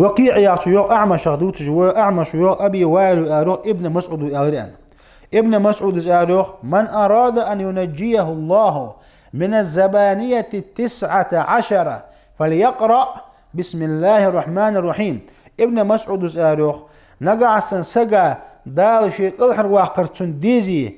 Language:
Ingush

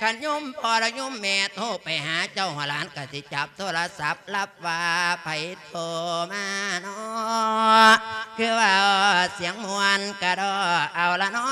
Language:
Lao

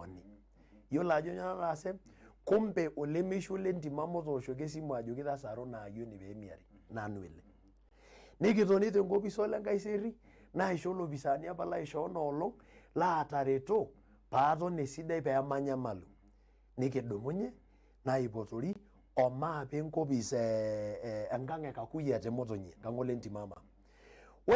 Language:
Masai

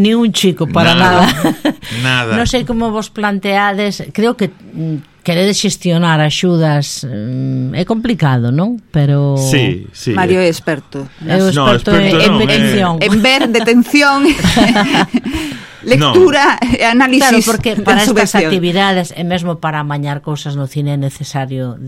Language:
Galician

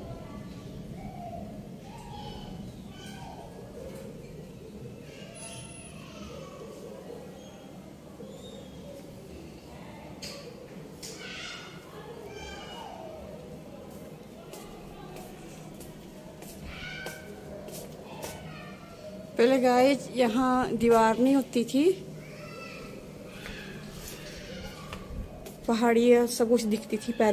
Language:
Hindi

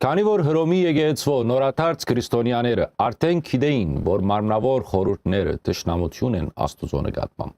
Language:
Western Armenian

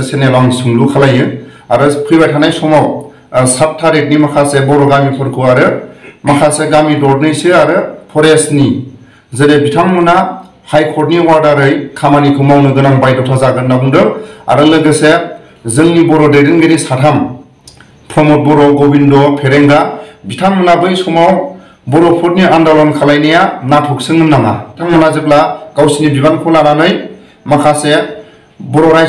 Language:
Bodo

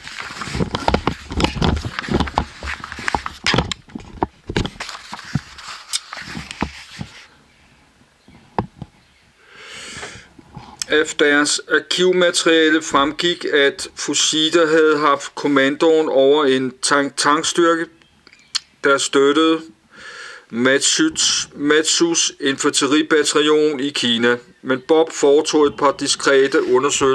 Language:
Danish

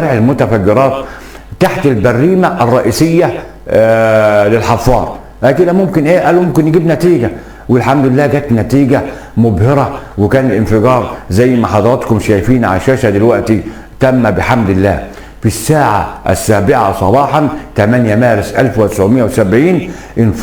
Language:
Egyptian Arabic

